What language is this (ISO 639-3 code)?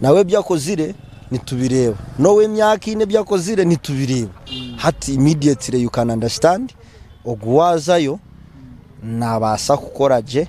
nyn